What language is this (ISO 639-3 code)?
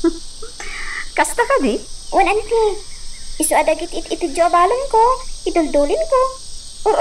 ilo